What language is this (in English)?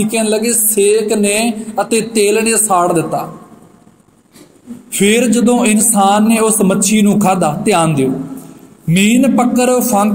Punjabi